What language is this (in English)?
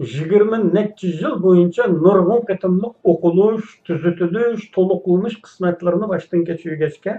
Uyghur